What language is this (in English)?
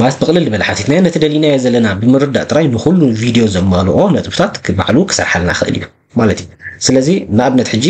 Tigrinya